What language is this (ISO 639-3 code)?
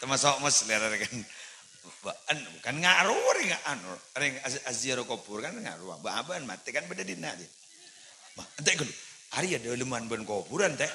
mad